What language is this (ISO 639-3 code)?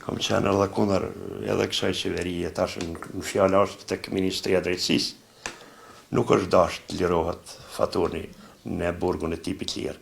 sqi